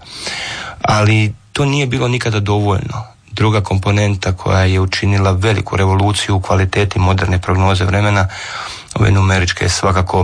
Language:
Croatian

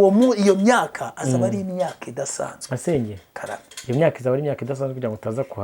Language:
Kinyarwanda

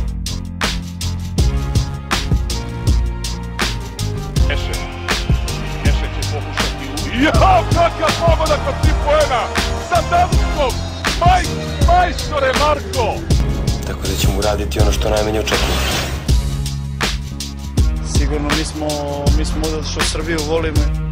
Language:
Serbian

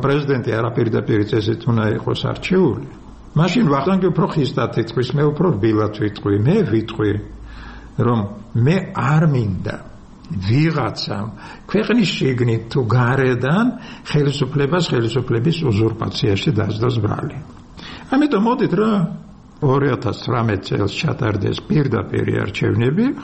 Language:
Georgian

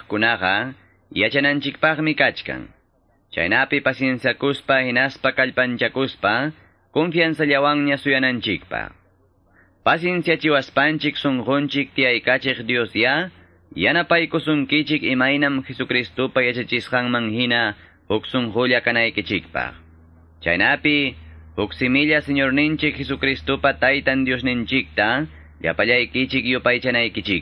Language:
Quechua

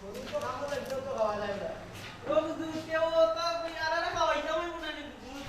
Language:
Sylheti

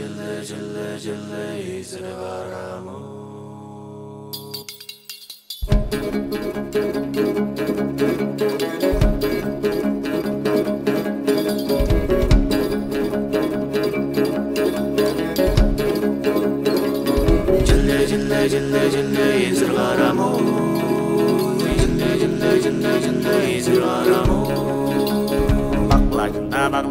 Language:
Kazakh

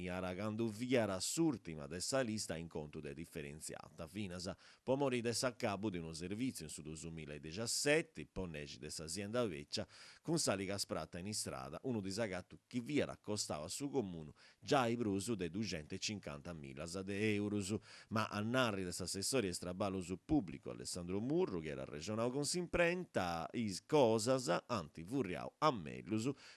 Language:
Sardinian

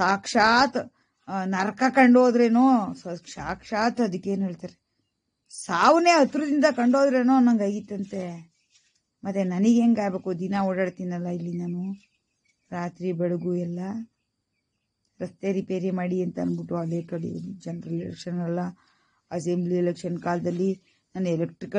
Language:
Kannada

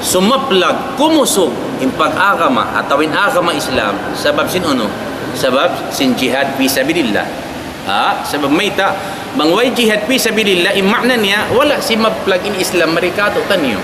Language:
Tausug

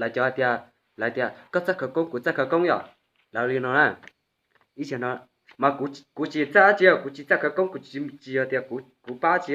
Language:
Hmong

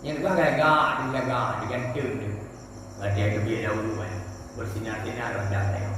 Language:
Achinese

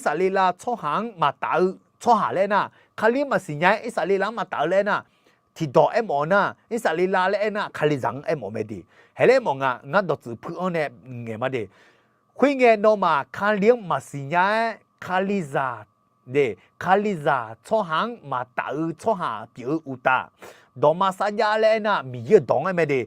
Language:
Akha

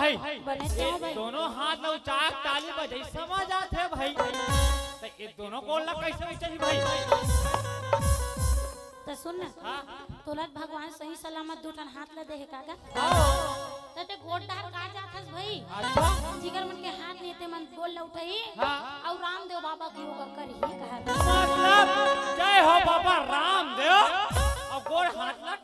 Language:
Chhattisgarhi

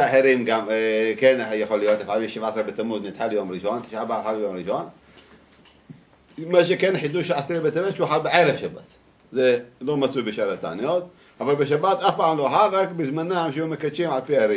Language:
Hebrew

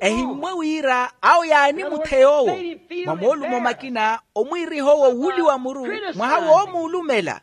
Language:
Makhuwa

